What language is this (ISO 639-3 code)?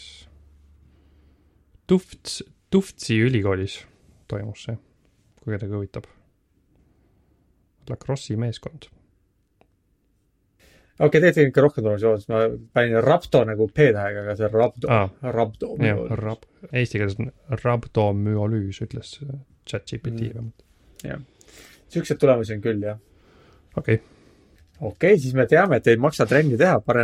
est